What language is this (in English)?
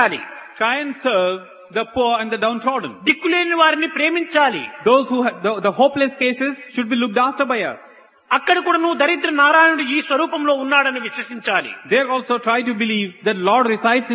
Telugu